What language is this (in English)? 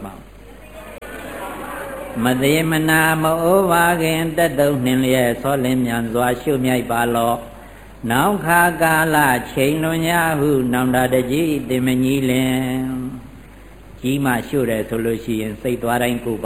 Burmese